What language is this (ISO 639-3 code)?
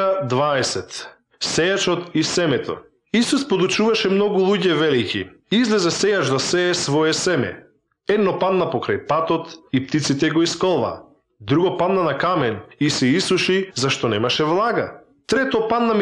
mkd